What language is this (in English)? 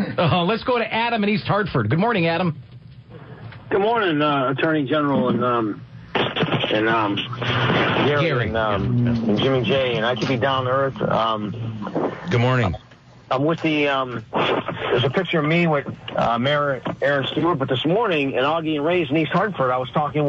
English